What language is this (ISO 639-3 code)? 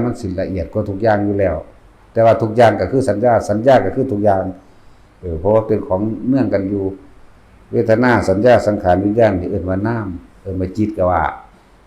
tts